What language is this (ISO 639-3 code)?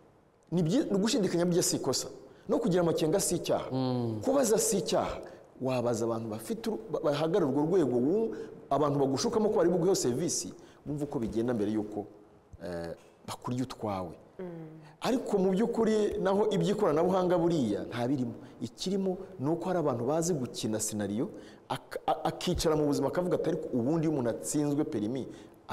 kin